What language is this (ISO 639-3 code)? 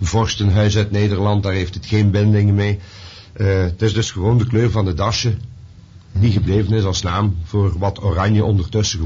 nld